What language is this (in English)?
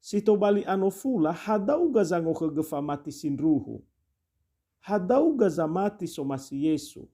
Nias